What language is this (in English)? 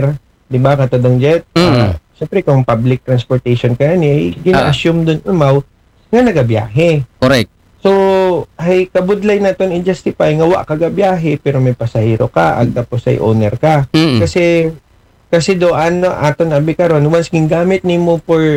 Aklanon